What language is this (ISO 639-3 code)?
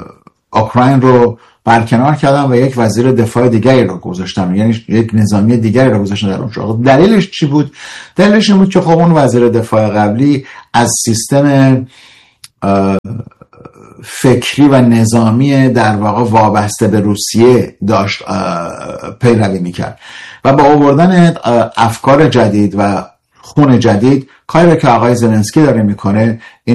fas